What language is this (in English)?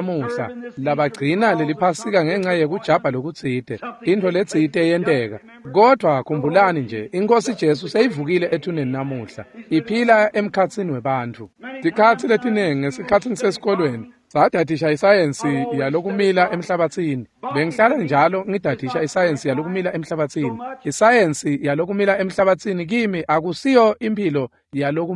Swati